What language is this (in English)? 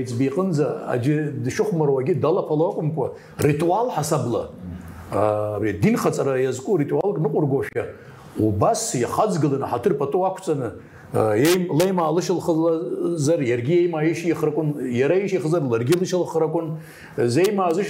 Abkhazian